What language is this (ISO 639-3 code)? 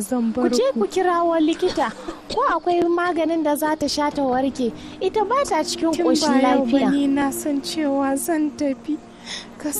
hau